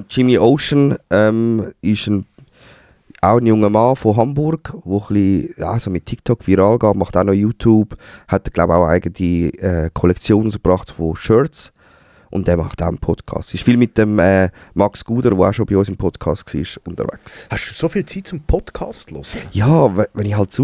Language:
Swiss German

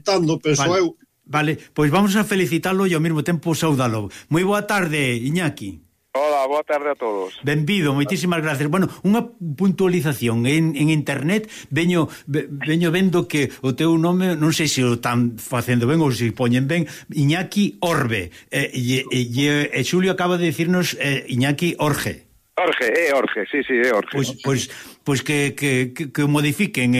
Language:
Galician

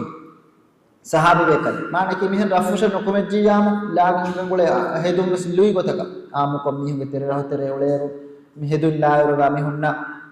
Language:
Divehi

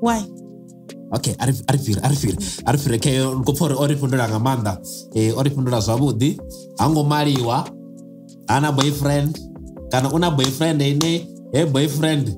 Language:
Venda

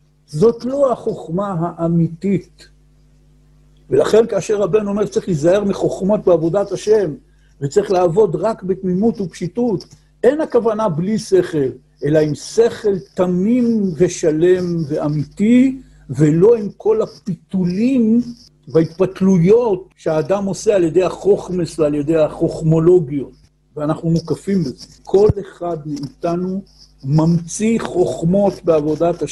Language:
Hebrew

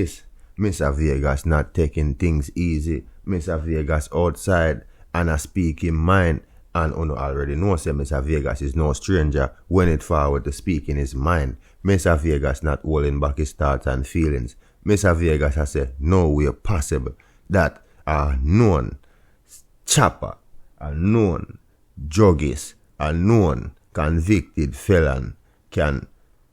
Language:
Jamaican Creole English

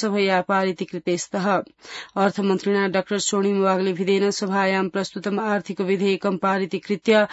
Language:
Sanskrit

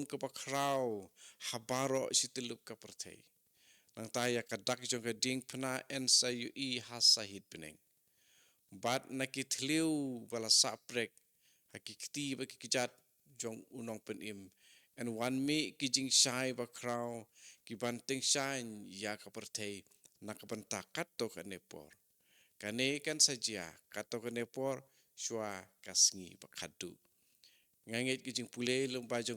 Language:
Khasi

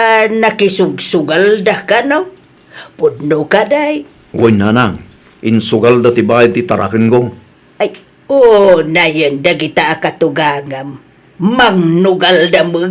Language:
Iloko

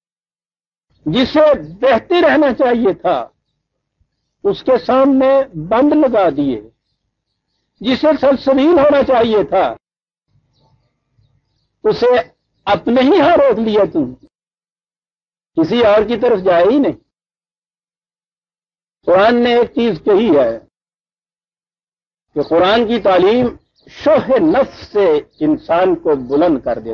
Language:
Urdu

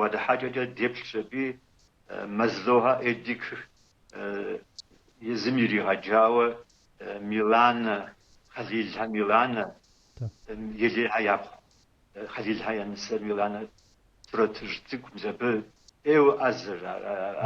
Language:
Kabardian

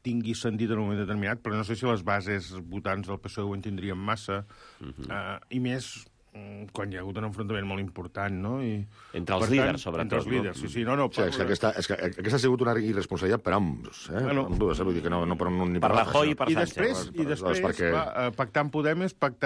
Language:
Catalan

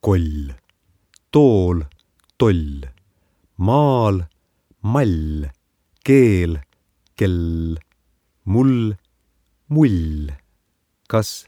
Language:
Estonian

